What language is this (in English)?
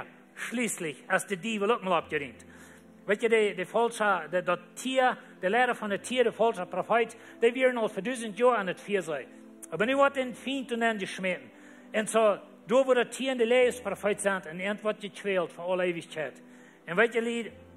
Plautdietsch